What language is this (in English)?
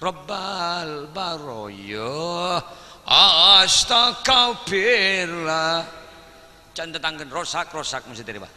Madurese